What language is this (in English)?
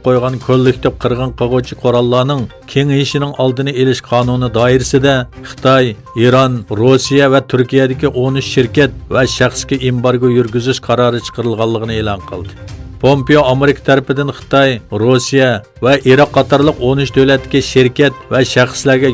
Uyghur